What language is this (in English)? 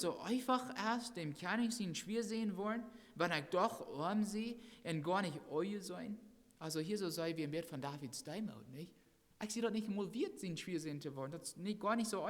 Plautdietsch